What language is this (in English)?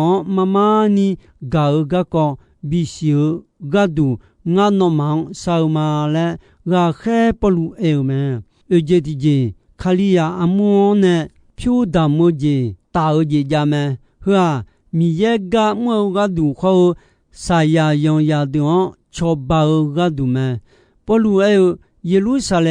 Akha